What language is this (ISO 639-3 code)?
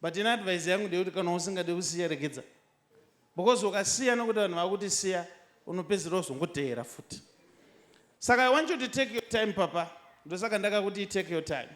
sna